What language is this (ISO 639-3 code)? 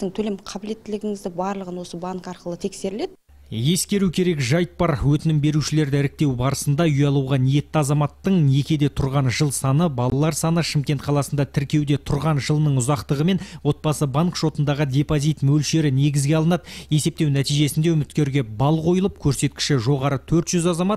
kaz